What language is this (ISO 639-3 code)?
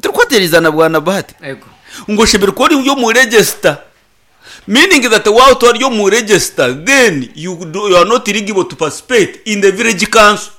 nyn